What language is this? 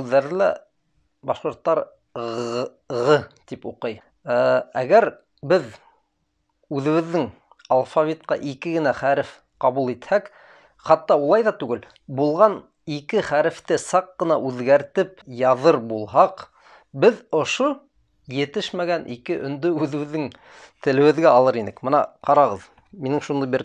Bashkir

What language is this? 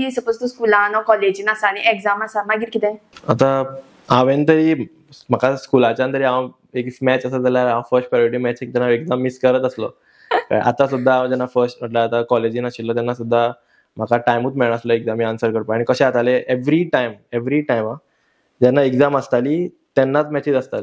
Konkani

